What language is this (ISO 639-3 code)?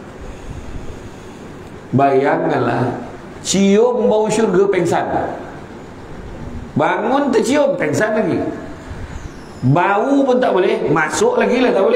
msa